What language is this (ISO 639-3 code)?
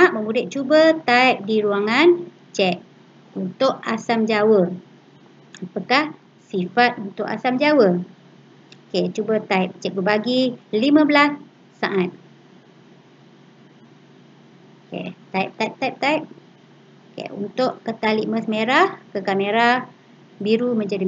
msa